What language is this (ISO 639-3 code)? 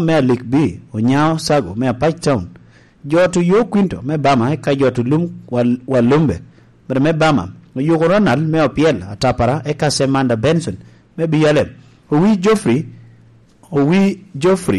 laj